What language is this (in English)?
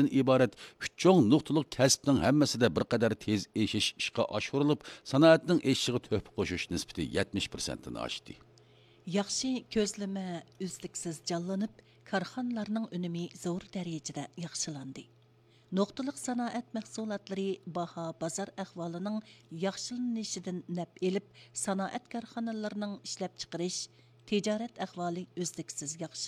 Uyghur